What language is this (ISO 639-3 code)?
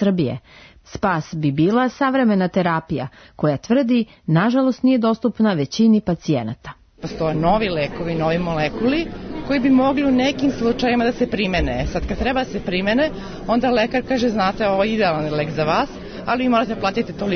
srp